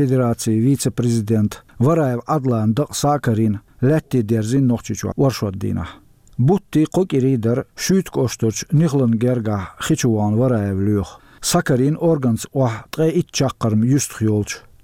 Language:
Chechen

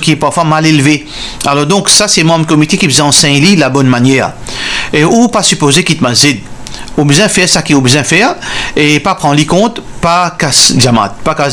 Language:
Morisyen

